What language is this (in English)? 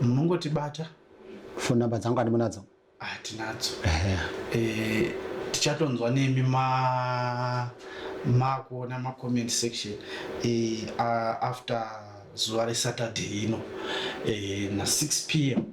Shona